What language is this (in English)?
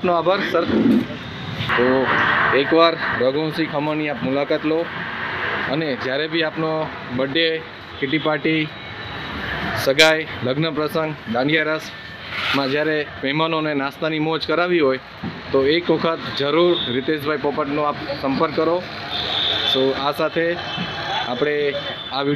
Gujarati